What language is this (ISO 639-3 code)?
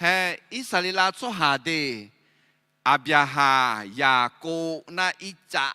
ahk